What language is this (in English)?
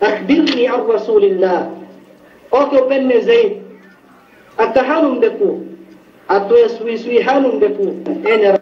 Yakan